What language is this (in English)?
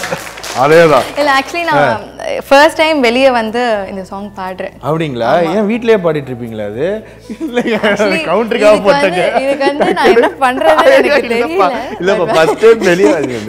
Tamil